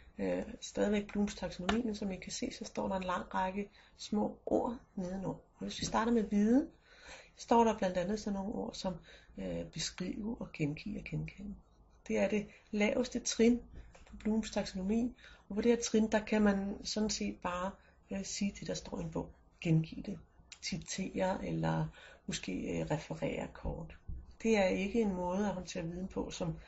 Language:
Danish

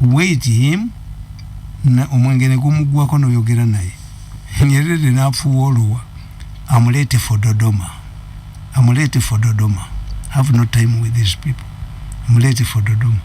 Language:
Ganda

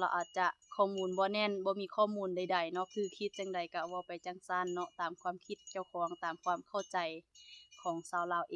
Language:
Lao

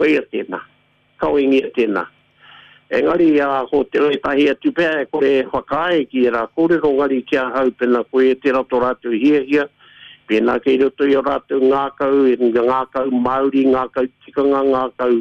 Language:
Māori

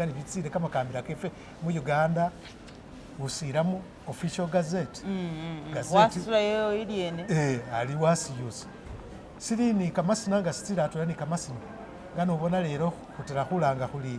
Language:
Masaaba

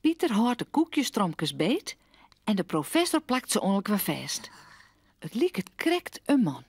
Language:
Western Frisian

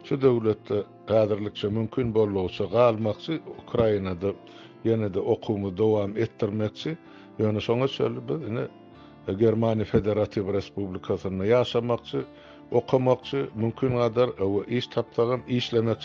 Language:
Turkmen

